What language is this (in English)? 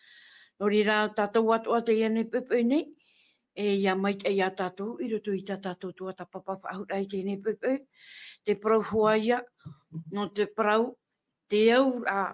Tahitian